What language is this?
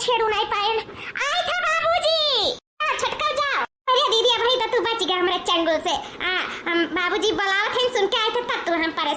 Awadhi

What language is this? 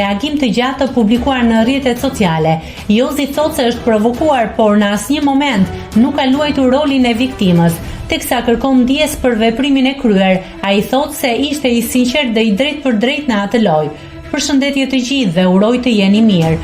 Albanian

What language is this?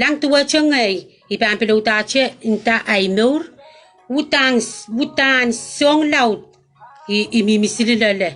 Pohnpeian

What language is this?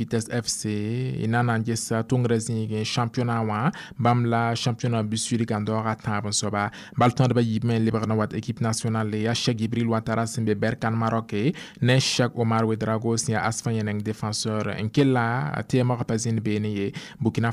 Mossi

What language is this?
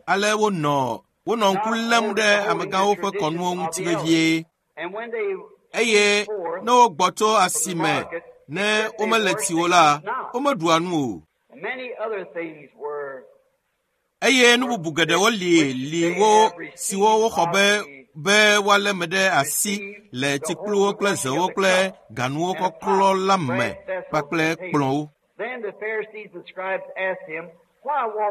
Ewe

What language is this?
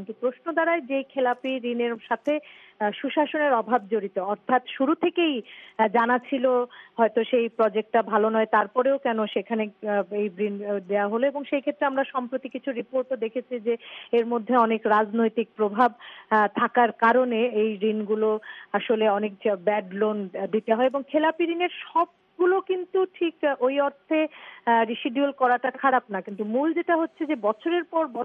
Bangla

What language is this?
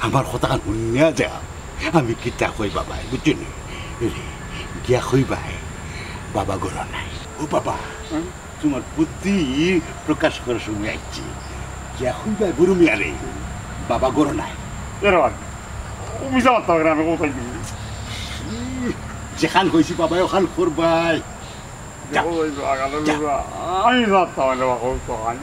Sylheti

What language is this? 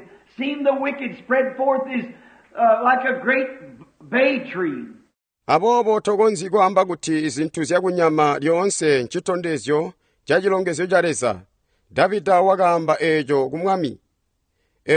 Tonga (Zambia)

